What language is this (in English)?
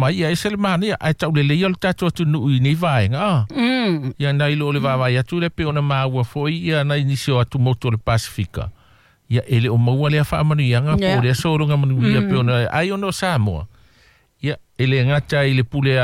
Samoan